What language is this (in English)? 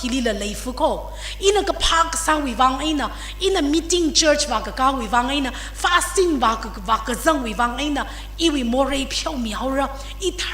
Tangkhul Naga (India)